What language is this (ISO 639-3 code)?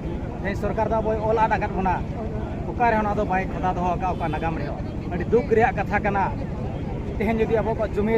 sat